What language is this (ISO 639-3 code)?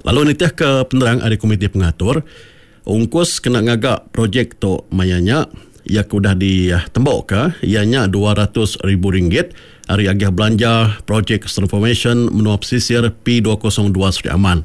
iba